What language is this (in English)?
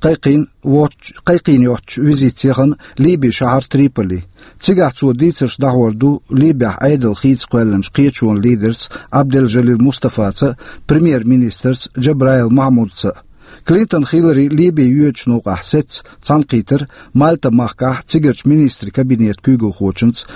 Chechen